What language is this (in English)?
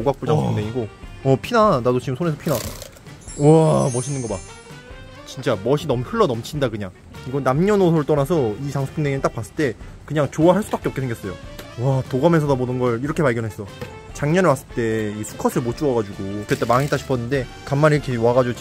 Korean